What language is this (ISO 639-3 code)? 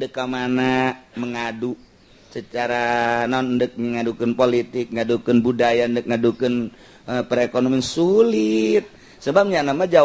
sun